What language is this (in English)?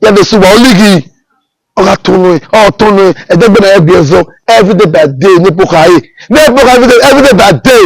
Bini